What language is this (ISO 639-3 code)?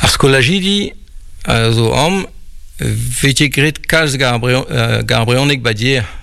bre